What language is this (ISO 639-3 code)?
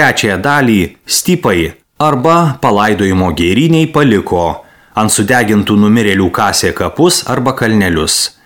lit